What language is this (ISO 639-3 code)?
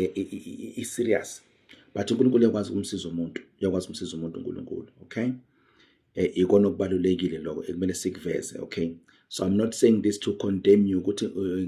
zul